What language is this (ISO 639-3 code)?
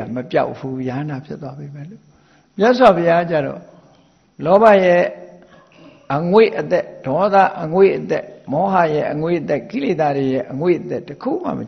mya